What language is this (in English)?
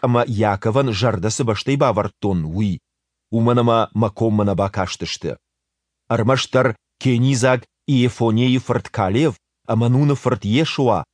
Ossetic